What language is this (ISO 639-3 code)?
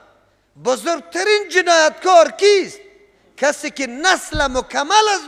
fas